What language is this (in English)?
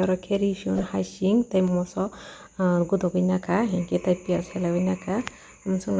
Kok Borok